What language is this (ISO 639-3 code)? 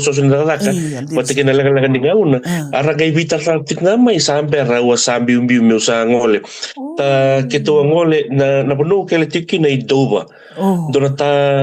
fij